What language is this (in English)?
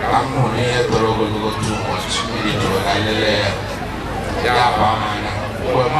Igbo